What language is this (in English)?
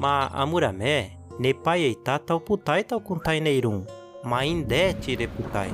Nheengatu